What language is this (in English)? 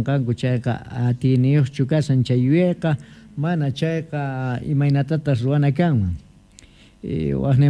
South Bolivian Quechua